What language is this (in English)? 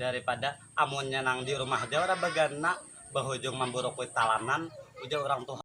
Banjar